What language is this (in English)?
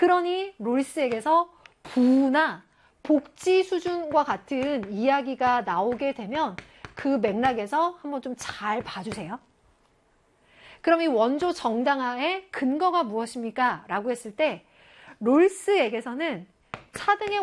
Korean